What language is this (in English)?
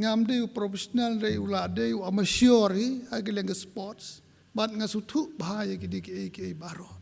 Khasi